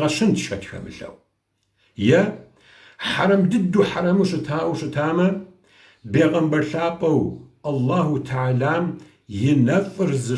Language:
Kabardian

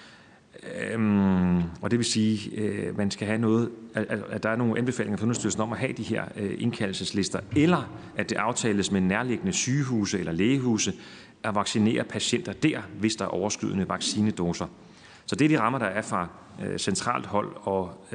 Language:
Danish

